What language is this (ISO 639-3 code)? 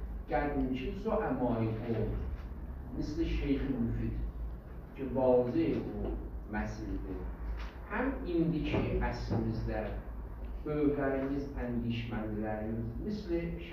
azb